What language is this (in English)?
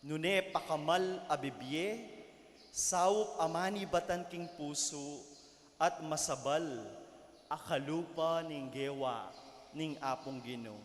Pampanga